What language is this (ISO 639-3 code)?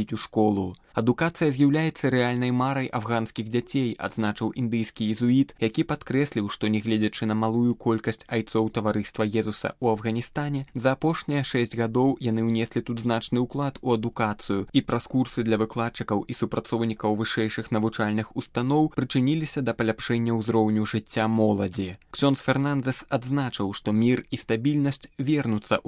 bel